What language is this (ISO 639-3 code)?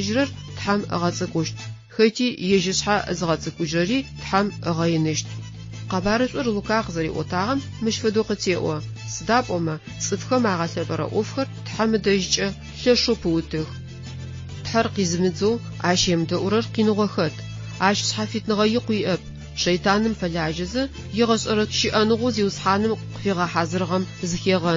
ady